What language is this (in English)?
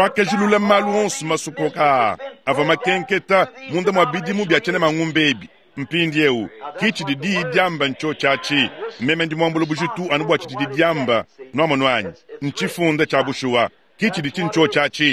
Luba-Lulua